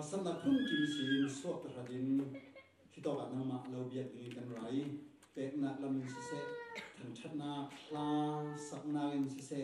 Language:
Falam Chin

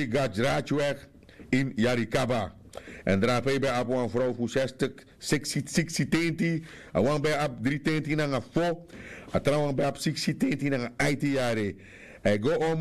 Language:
Sranan Tongo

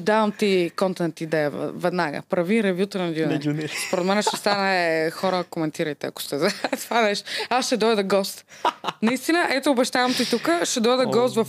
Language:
Bulgarian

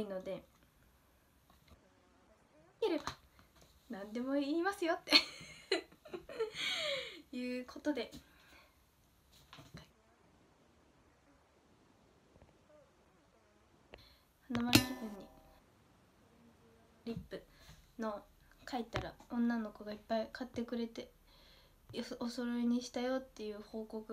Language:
Japanese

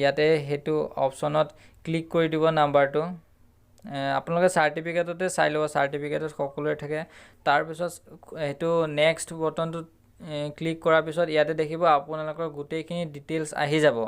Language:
Assamese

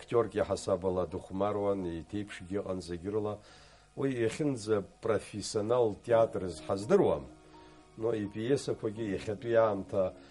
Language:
Abkhazian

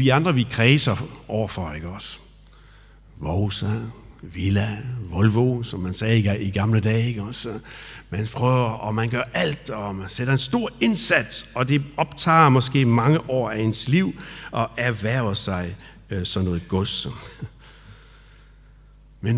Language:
Danish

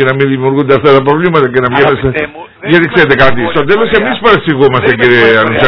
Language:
Greek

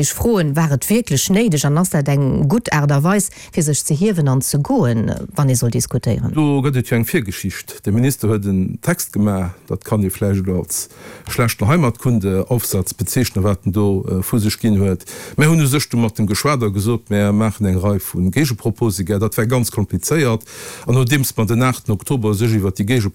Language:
Luxembourgish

